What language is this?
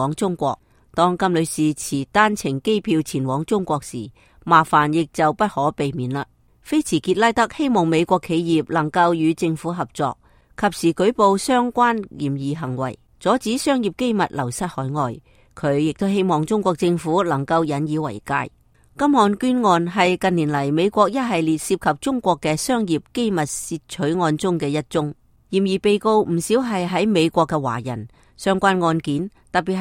Cantonese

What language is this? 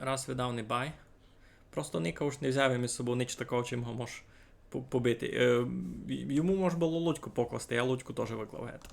Rusyn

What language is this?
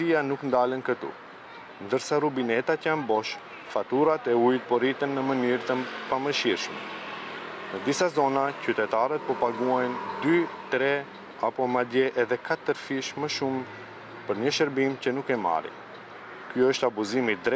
Albanian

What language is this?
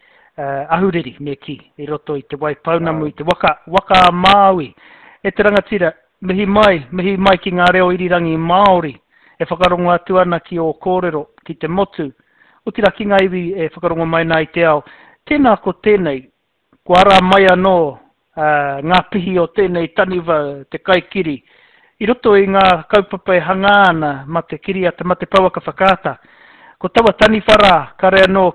Māori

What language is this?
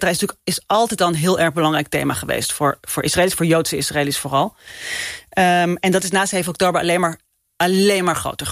Dutch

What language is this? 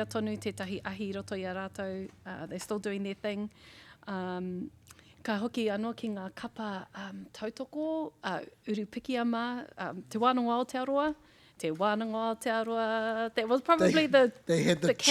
Māori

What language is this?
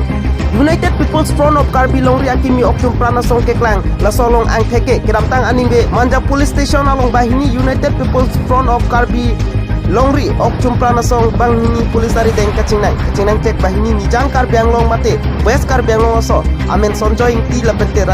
Karbi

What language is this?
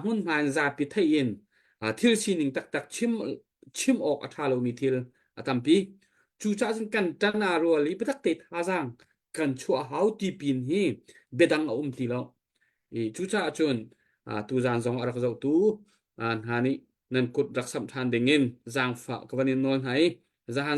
Hakha Chin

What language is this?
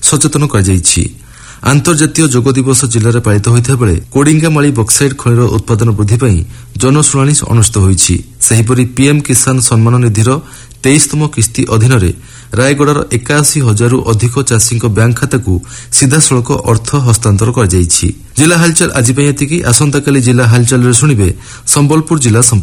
Odia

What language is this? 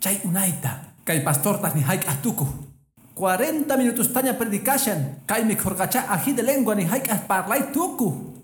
Quechua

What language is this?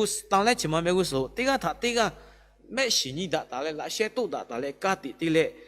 Lahu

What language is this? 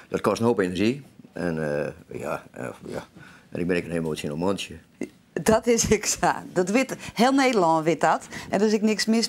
Western Frisian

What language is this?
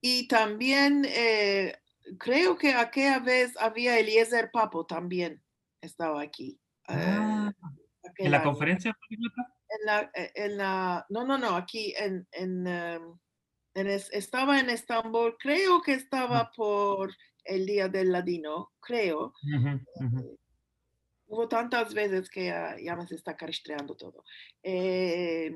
Ladino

